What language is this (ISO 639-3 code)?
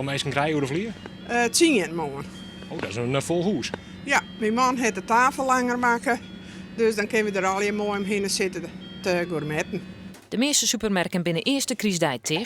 fry